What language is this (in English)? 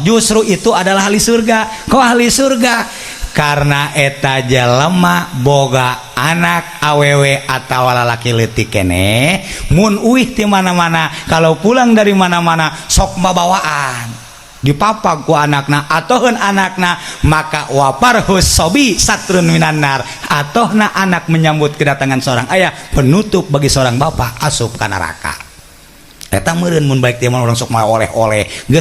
Sundanese